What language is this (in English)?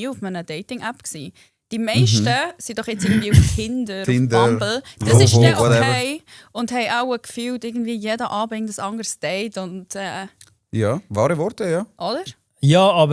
Swiss German